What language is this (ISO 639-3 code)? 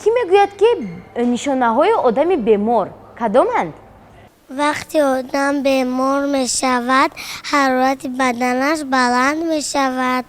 tgk